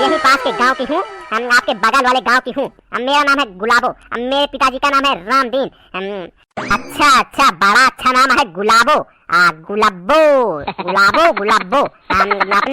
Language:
Awadhi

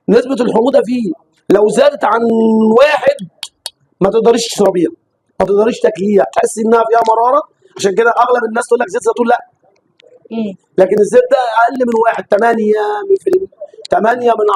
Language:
Egyptian Arabic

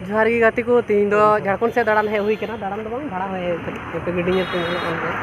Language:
Santali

